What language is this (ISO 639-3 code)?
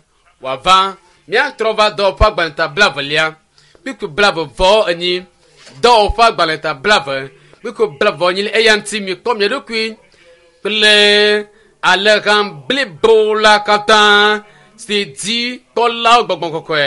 ewe